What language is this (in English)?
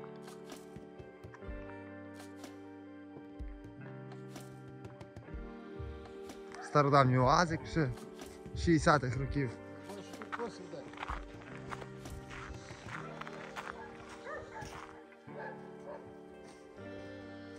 Ukrainian